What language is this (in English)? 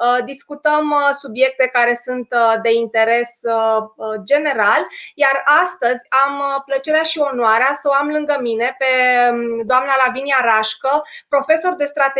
Romanian